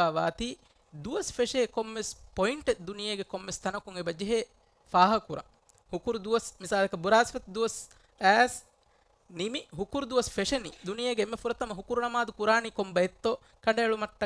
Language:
Divehi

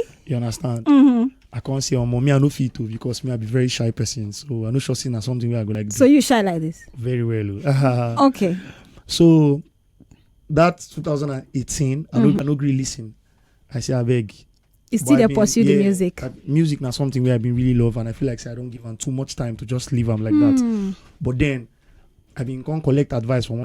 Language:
Nigerian Pidgin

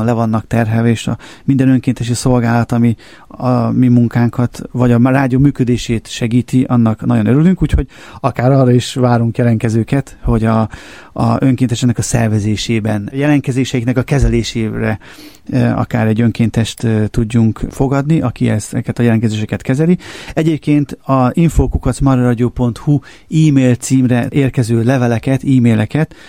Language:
Hungarian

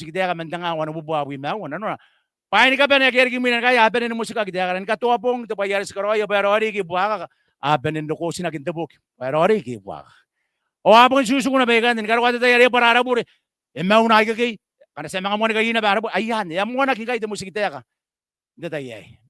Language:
Gilbertese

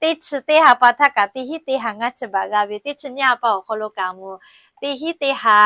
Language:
Lahu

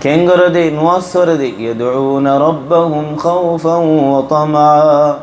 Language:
Rohingya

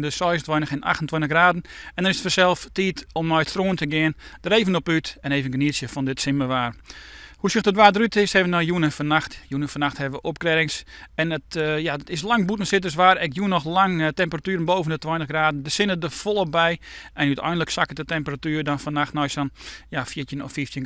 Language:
Western Frisian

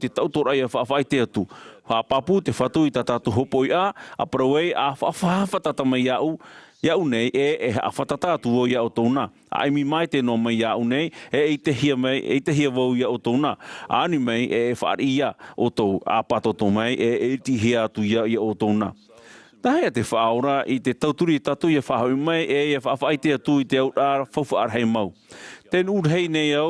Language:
Tahitian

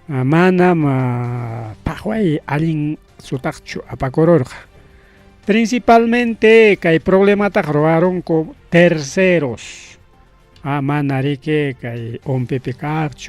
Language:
Ayacucho Quechua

